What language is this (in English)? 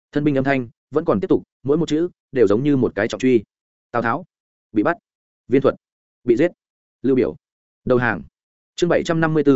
Vietnamese